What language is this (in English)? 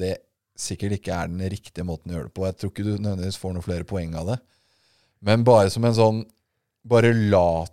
Norwegian